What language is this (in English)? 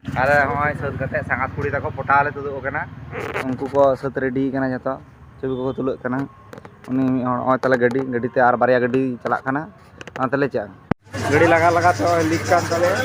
Santali